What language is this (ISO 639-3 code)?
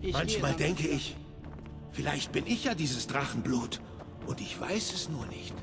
bar